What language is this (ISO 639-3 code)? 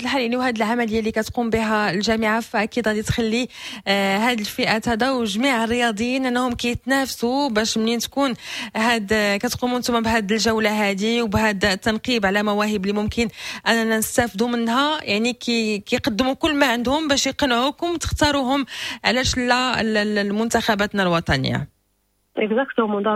ary